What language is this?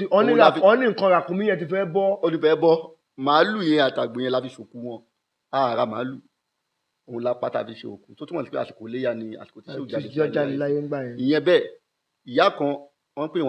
Yoruba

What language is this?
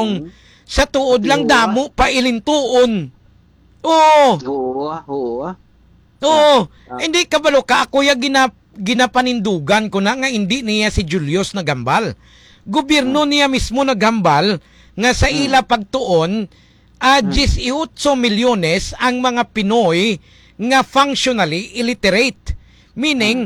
Hiligaynon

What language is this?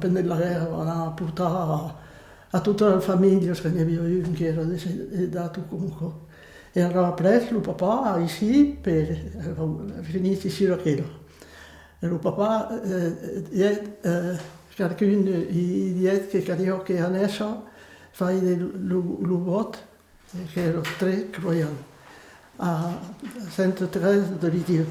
Occitan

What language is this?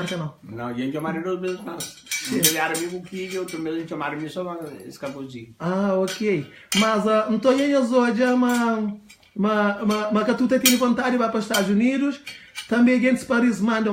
Kabuverdianu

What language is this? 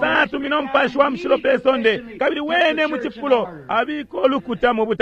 Bemba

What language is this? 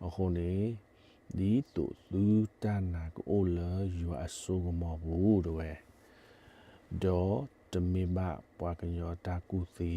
S'gaw Karen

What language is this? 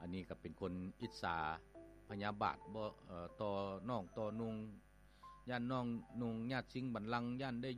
Lao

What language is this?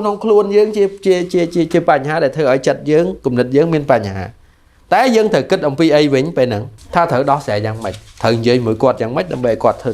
Khmer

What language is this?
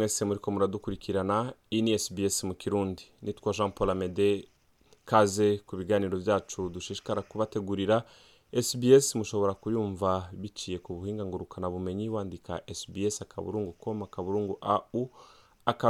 Rundi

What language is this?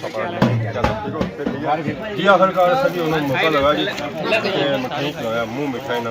Pahari-Potwari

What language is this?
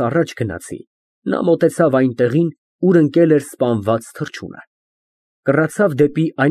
Armenian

